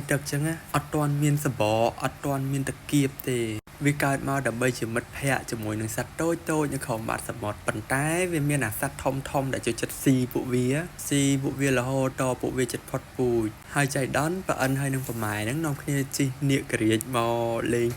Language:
Khmer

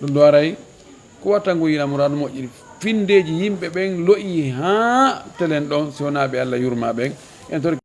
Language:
Fula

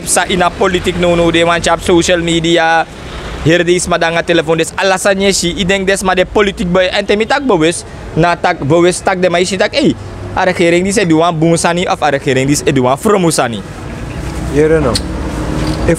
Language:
Sranan Tongo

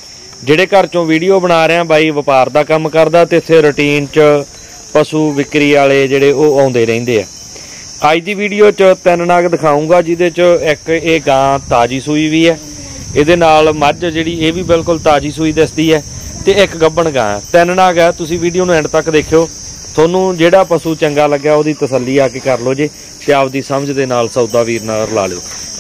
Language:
Punjabi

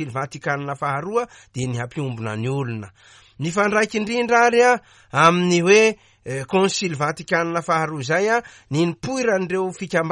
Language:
Malagasy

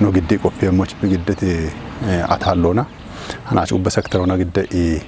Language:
Kafa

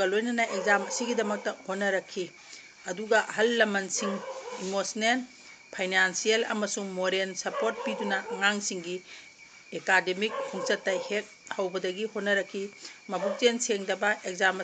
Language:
Manipuri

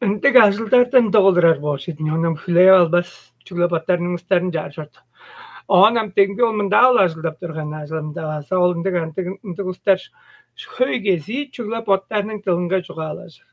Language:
Tuvinian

